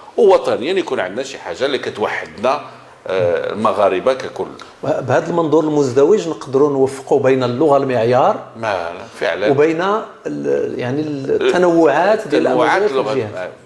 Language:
Moroccan Arabic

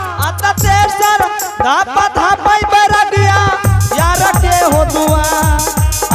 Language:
Angika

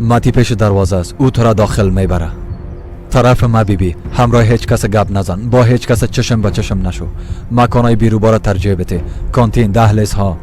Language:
Persian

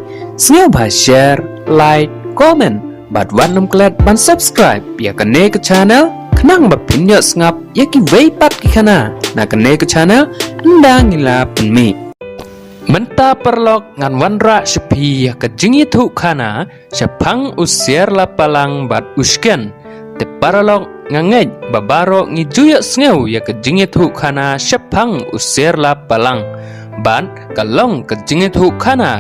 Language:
Khasi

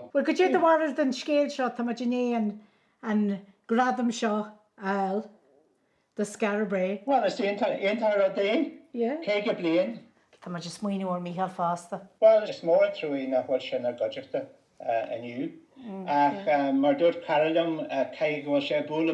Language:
Irish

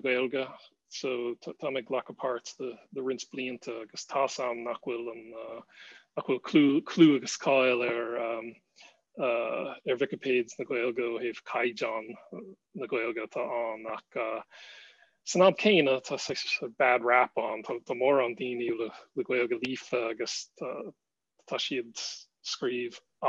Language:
Irish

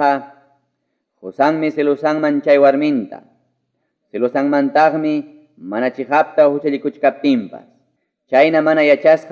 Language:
Ayacucho Quechua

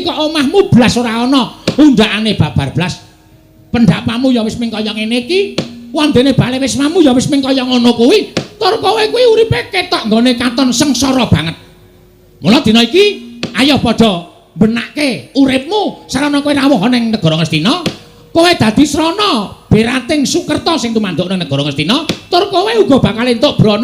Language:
Javanese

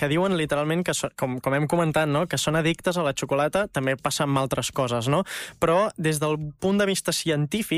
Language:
Catalan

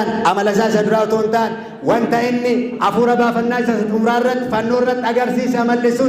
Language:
Oromo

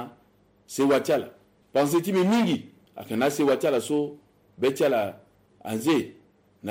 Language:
Sango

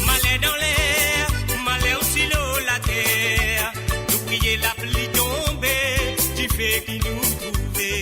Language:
Morisyen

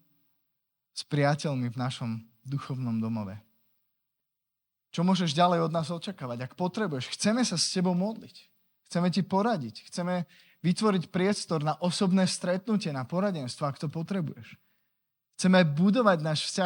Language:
Slovak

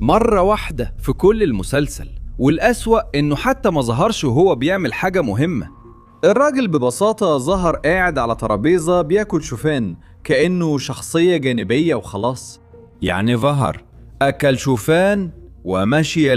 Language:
Egyptian Arabic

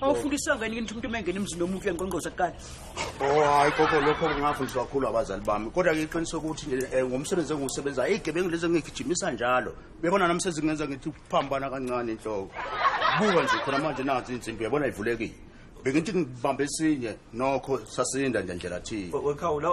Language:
Zulu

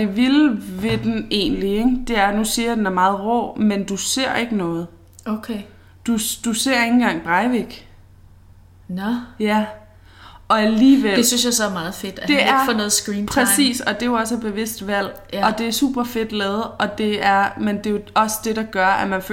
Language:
Danish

